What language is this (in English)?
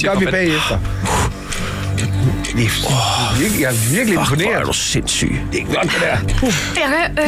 Danish